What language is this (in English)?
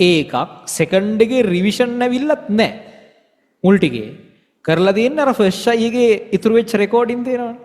Sinhala